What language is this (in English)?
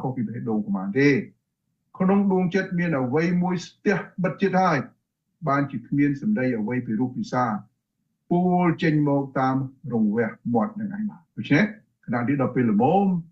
Khmer